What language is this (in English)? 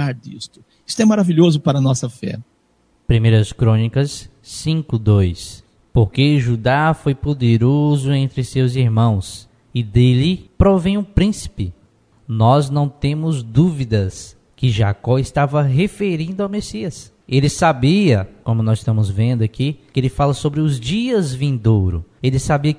Portuguese